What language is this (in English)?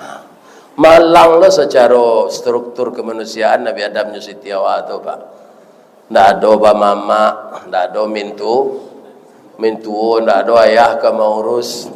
Minangkabau